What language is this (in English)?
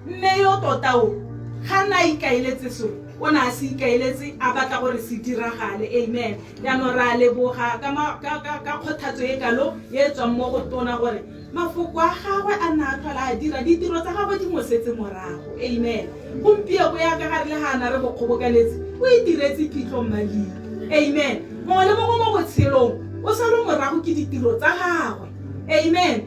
Tswana